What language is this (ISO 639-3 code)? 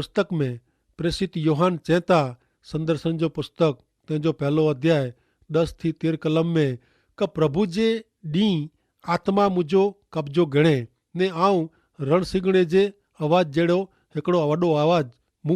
kfr